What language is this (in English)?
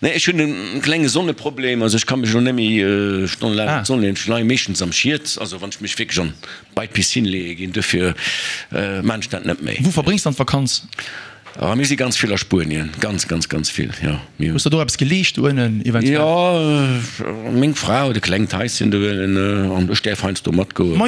Luxembourgish